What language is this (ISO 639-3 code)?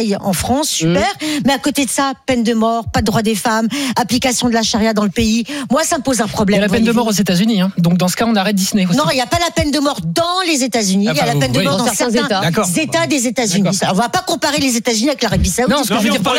fra